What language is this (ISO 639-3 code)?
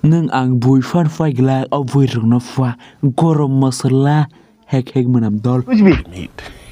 trp